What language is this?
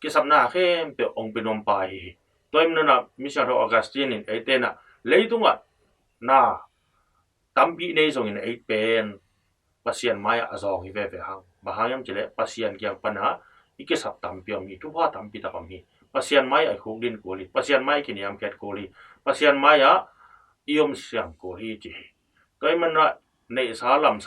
Tedim Chin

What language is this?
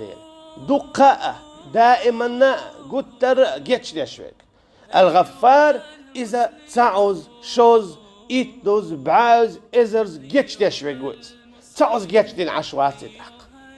Chechen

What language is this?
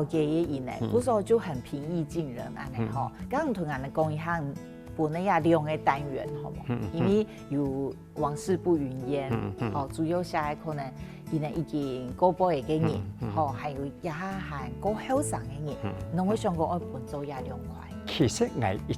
Hakka Chinese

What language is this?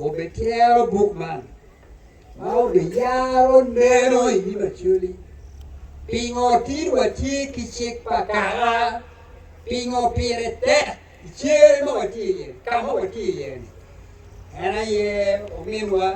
Acoli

